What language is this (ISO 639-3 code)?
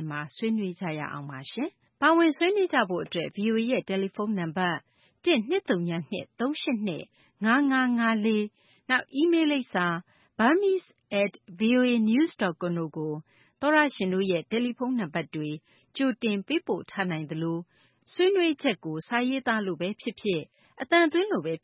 mya